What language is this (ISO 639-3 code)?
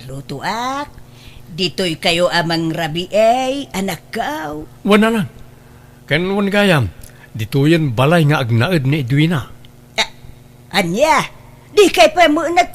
ilo